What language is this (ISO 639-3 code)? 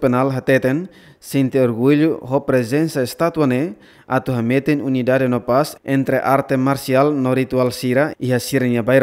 tet